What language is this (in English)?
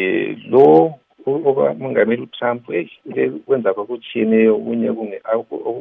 North Ndebele